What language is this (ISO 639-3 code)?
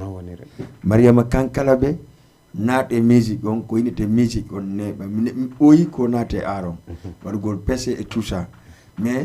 ful